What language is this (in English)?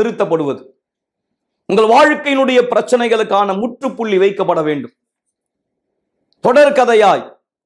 Tamil